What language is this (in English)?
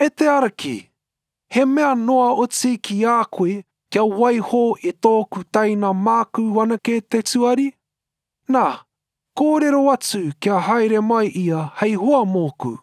Māori